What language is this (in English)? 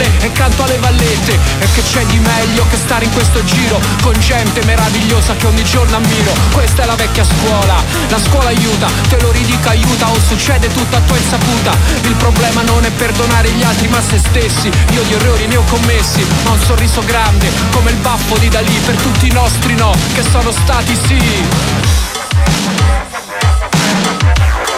Italian